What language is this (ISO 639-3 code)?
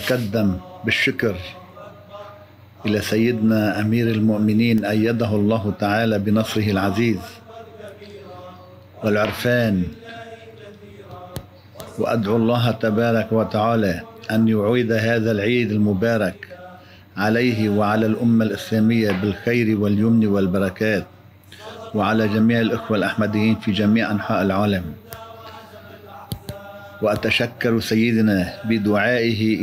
ara